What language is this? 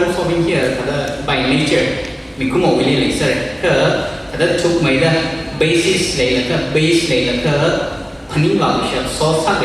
Tangkhul Naga (India)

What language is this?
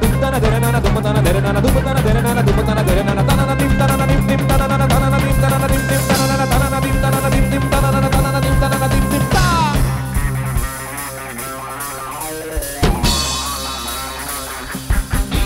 Bangla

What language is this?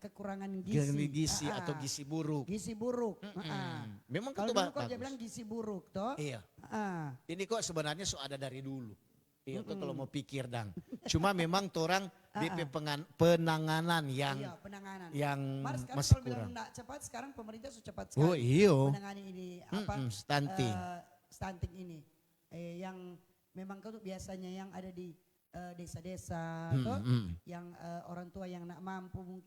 Manado Malay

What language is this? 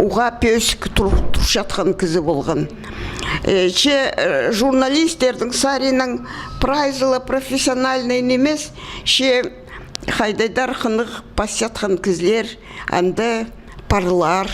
Khakas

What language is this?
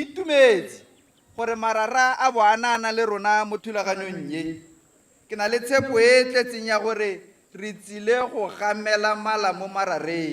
Tswana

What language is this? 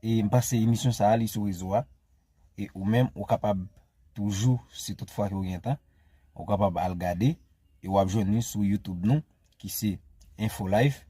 Haitian Creole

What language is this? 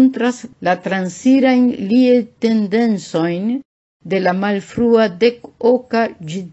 Esperanto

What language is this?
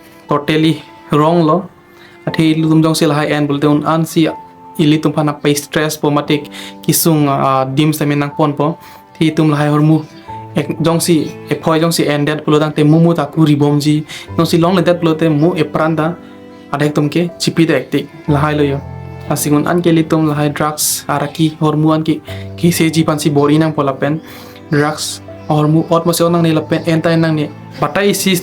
Karbi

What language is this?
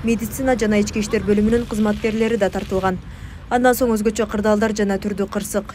Kyrgyz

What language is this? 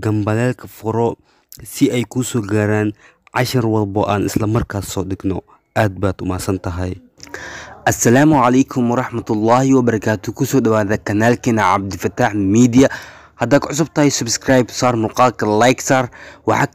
Somali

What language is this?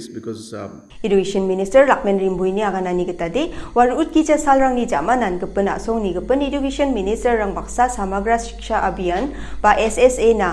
Garo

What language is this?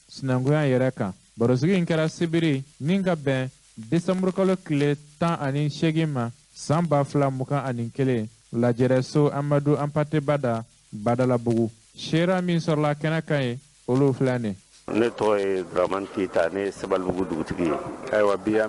Bambara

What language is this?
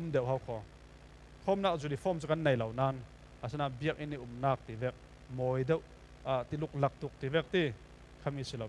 Falam Chin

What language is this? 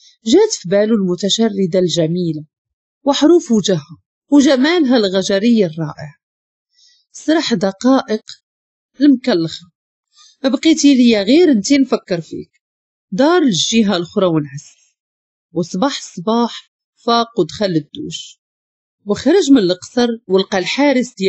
Moroccan Arabic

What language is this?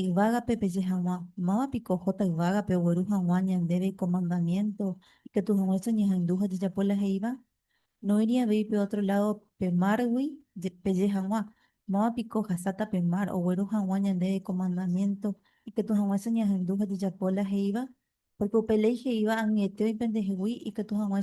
Guarani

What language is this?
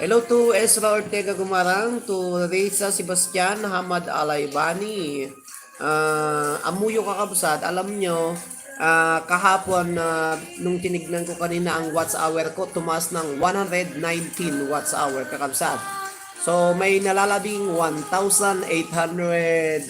Iloko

